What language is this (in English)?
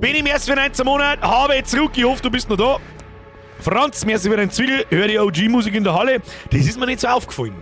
Bavarian